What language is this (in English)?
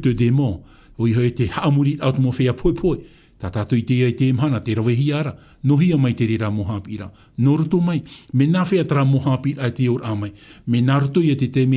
Tahitian